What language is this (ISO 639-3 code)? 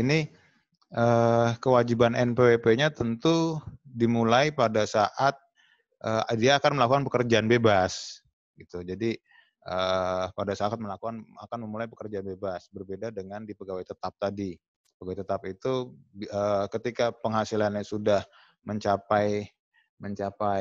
ind